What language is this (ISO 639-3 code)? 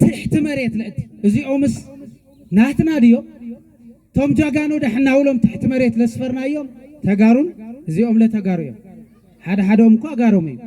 tir